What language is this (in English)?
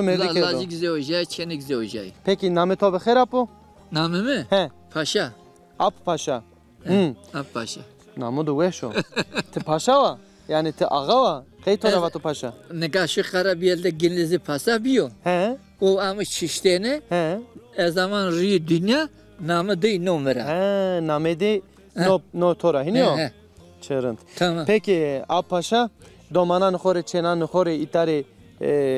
Zaza